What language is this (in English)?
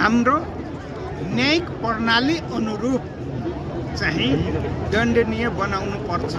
Nepali